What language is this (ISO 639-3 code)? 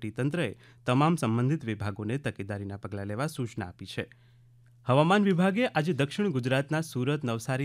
guj